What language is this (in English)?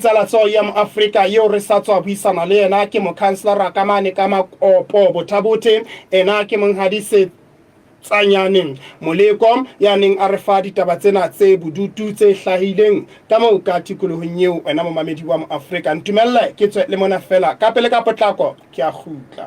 Southern Sotho